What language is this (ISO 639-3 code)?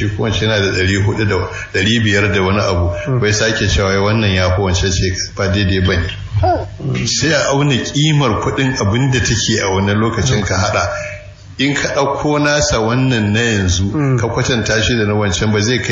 hau